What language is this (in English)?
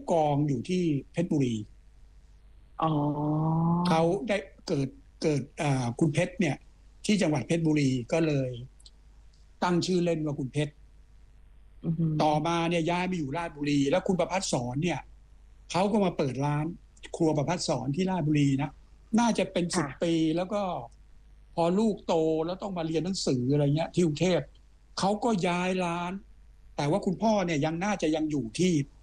Thai